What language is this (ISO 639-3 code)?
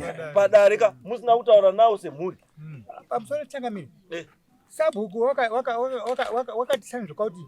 sna